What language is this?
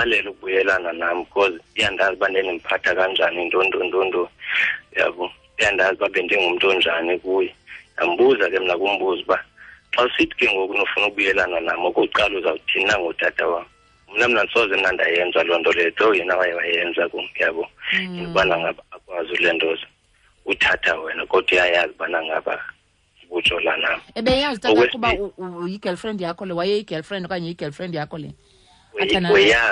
Xhosa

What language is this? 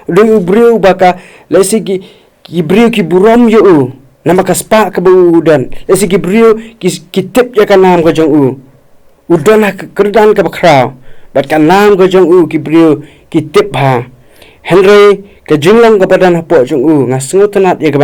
Khasi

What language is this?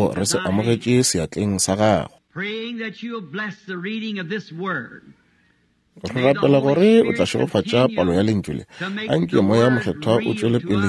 Northern Sotho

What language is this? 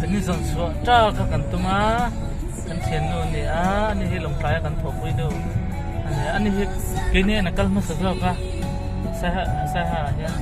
Mizo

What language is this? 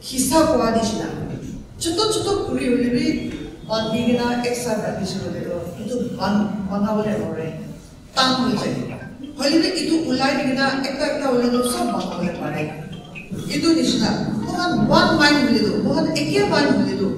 Naga Pidgin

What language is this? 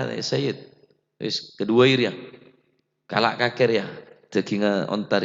Madurese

